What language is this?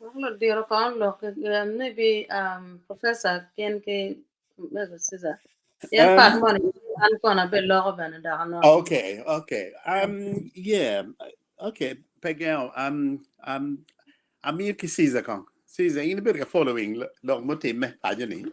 Acoli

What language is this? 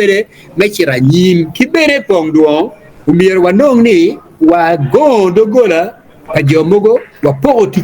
Acoli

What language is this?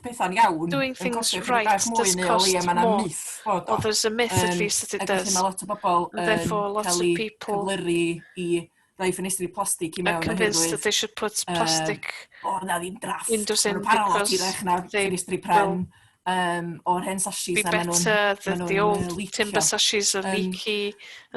Welsh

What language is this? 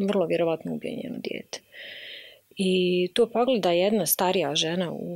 Bosnian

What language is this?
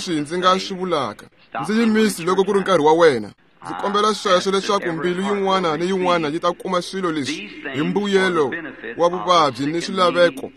Tsonga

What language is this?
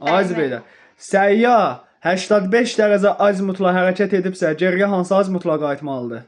Azerbaijani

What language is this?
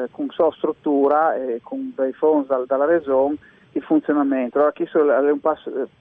Friulian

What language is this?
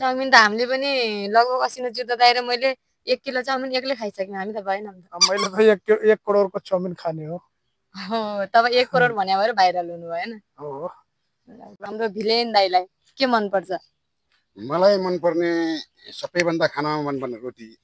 Nepali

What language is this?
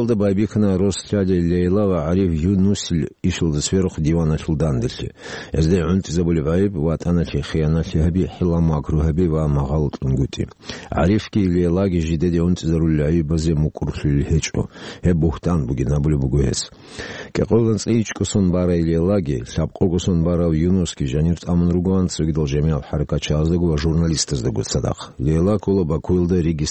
Avaric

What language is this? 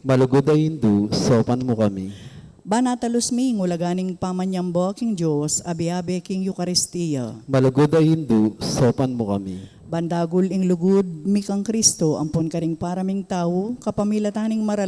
Pampanga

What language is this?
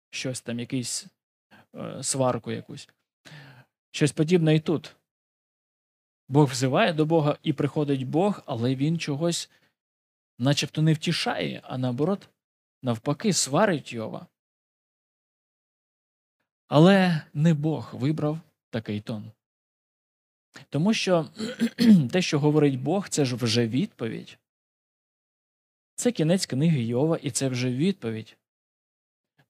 Ukrainian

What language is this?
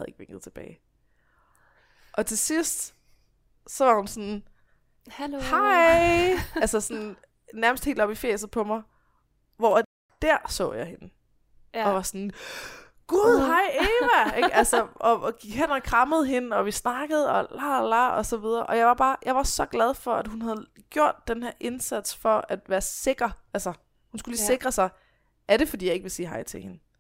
Danish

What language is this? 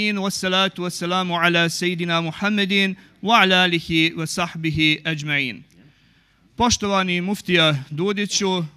Bosnian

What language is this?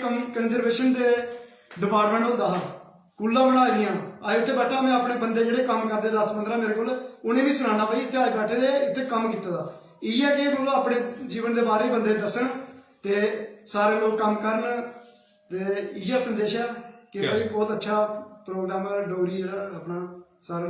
Dogri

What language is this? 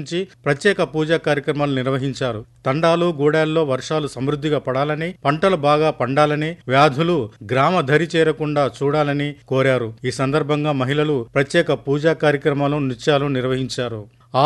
Telugu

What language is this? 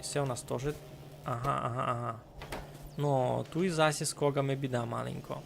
Rusyn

